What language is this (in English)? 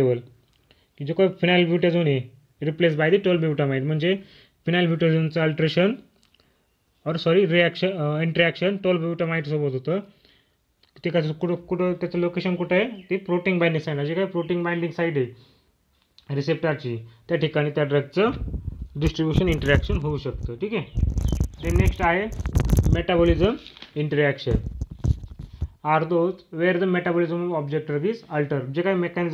Marathi